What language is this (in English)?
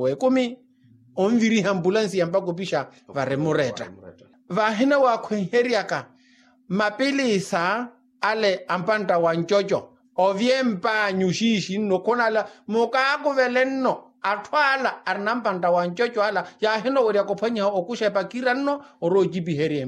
Makhuwa